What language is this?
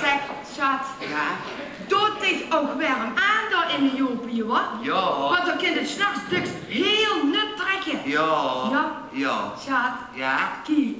Limburgish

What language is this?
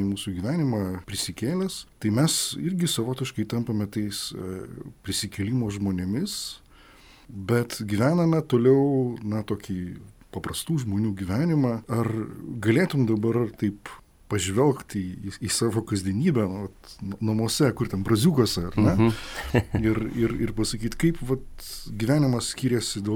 Lithuanian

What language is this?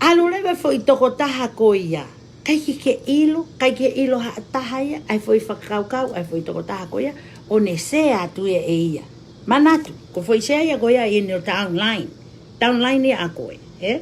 Tongan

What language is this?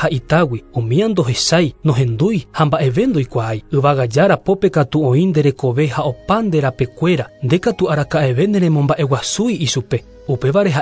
Guarani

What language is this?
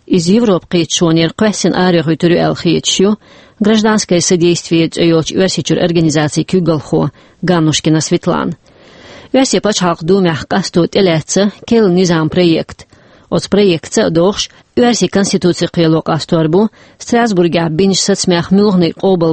Chechen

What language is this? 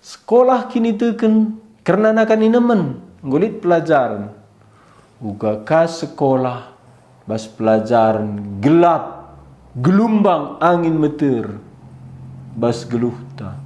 Batak Karo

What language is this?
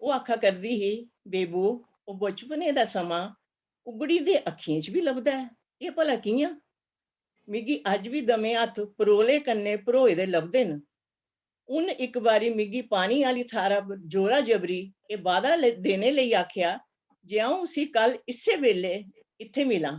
Dogri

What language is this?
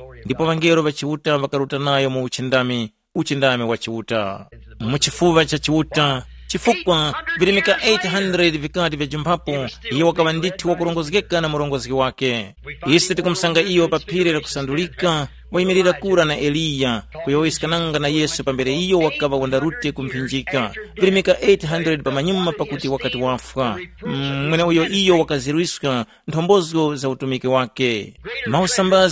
Tumbuka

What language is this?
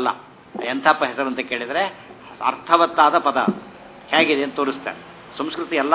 Kannada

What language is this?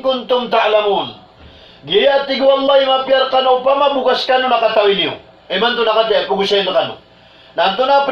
Maranao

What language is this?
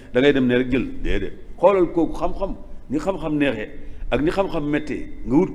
Wolof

